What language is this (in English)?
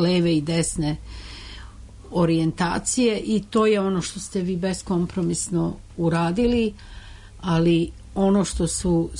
Serbian